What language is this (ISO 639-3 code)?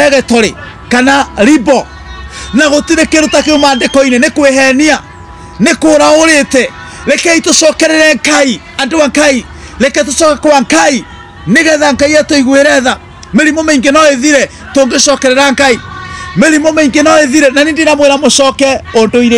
kik